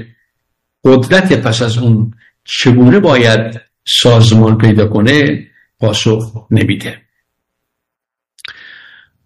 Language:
Persian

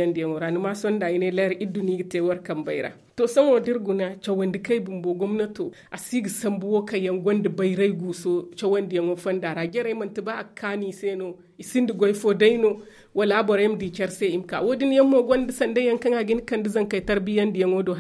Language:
Zarma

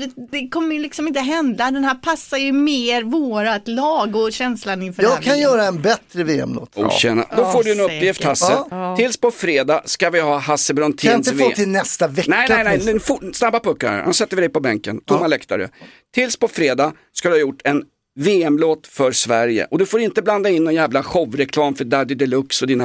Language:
Swedish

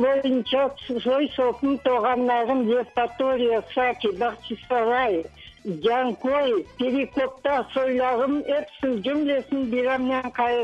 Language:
Crimean Tatar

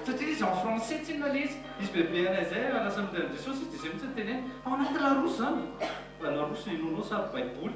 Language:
Malagasy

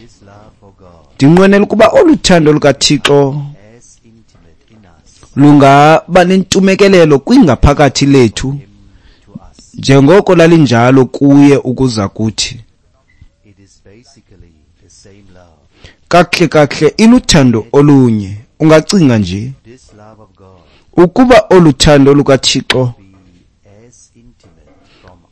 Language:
Xhosa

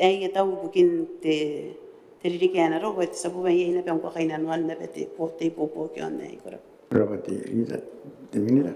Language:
Gilbertese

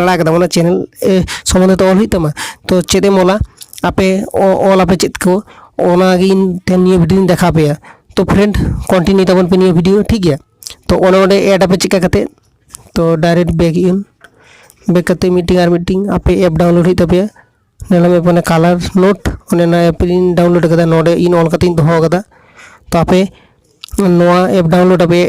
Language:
Santali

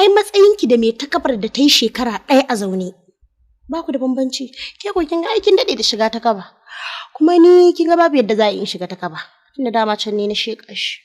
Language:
Hausa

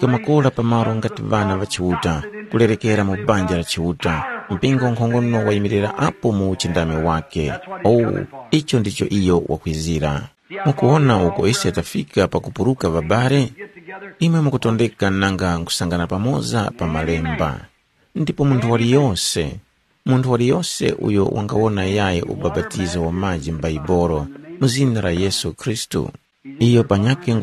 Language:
Tumbuka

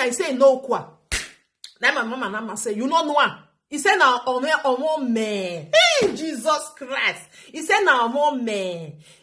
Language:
Nigerian Pidgin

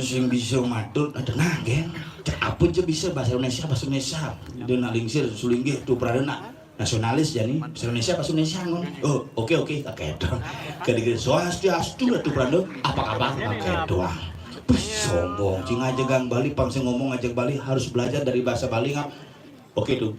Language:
Balinese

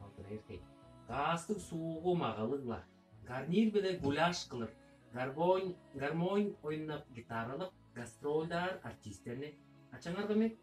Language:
Tuvinian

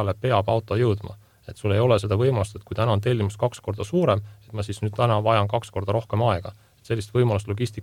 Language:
Estonian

